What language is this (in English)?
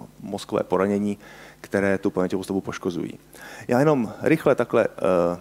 Czech